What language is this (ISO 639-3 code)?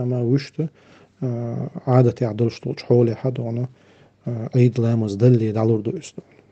che